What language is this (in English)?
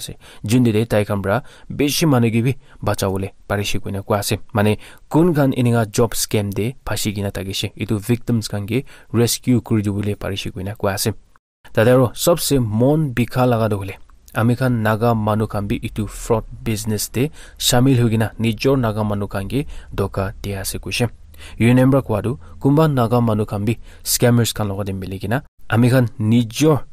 Naga Pidgin